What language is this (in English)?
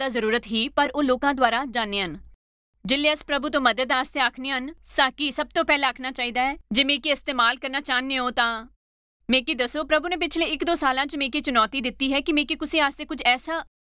Dogri